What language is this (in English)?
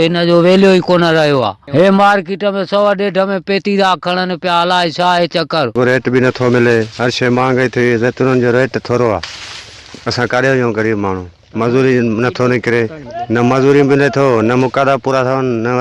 Sindhi